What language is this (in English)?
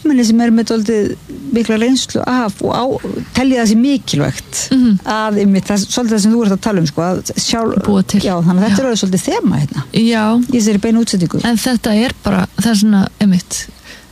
Icelandic